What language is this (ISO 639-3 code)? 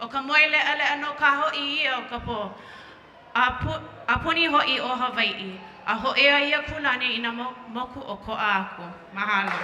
haw